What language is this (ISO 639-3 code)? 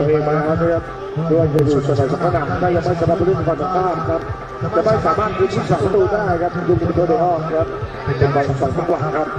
tha